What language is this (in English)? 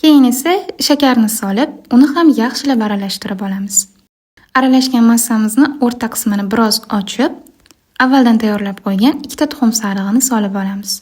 Uzbek